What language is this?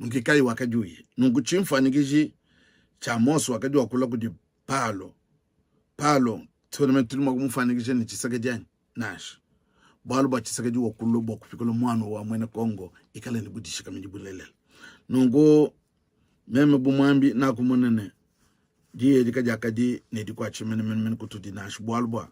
Luba-Lulua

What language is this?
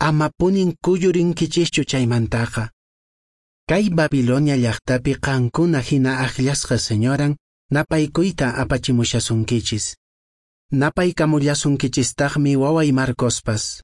Quechua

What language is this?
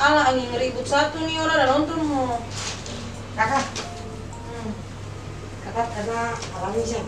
Ambonese Malay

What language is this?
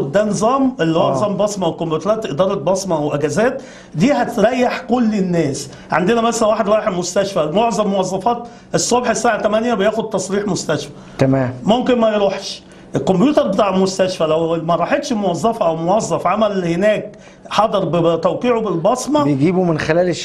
Egyptian Arabic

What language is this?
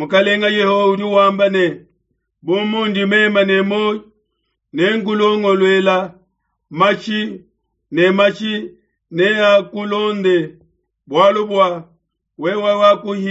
Luba-Lulua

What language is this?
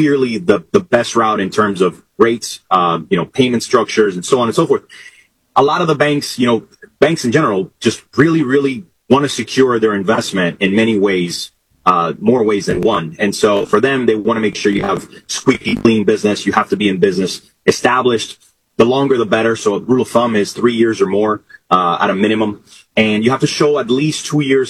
English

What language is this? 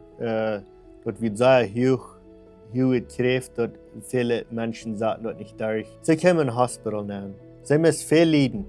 Plautdietsch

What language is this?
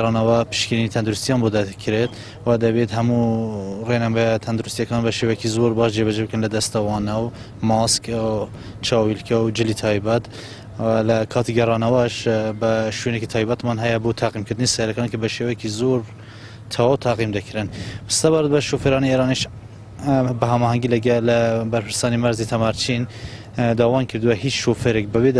Central Kurdish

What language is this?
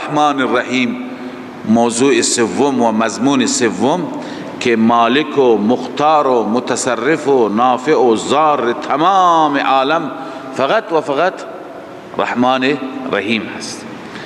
Persian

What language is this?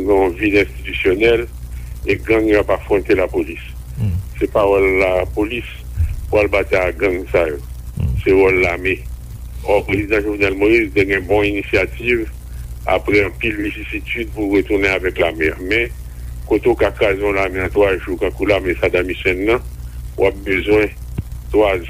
Haitian Creole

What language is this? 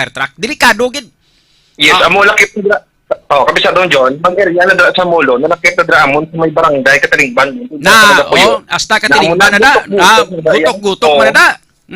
Hiligaynon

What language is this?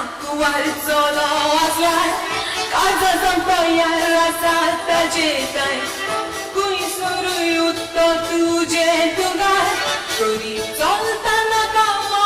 Konkani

